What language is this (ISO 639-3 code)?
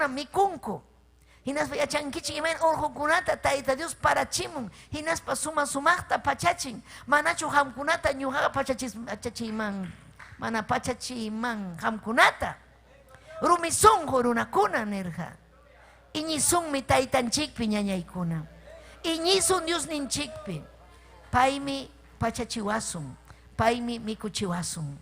quy